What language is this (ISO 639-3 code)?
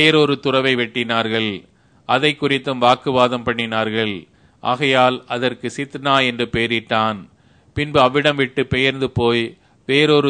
tam